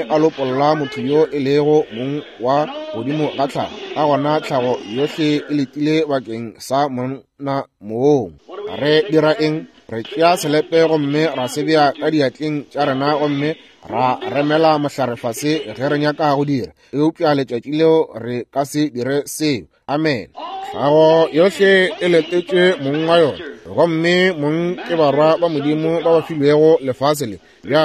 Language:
Northern Sotho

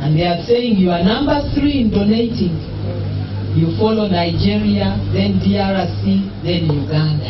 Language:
Nyankole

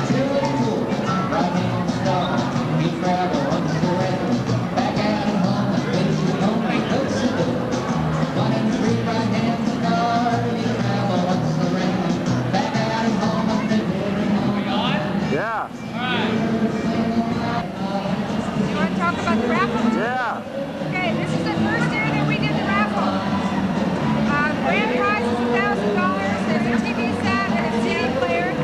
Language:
English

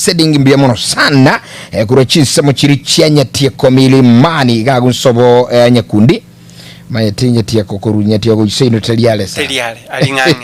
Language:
Gusii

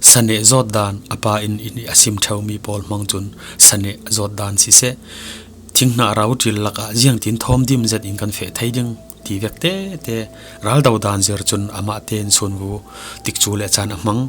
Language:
Falam Chin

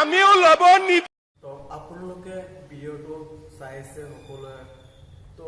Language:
Assamese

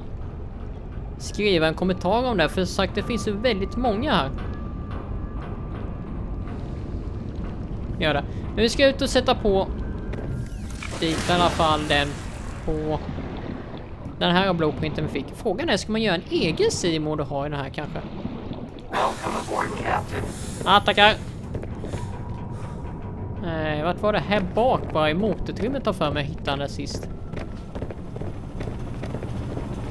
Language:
Swedish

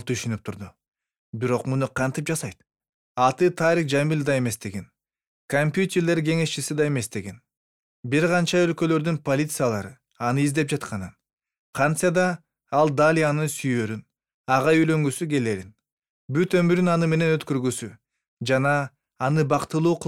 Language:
Kyrgyz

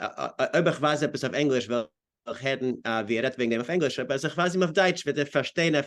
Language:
Yiddish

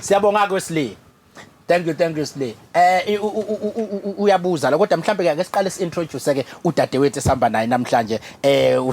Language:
Zulu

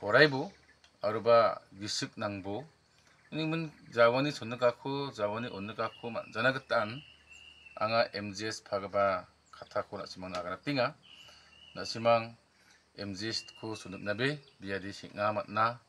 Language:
Garo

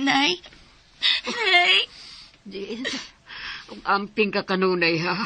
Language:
Cebuano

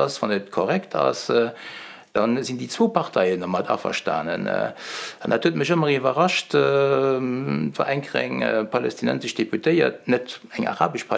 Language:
Luxembourgish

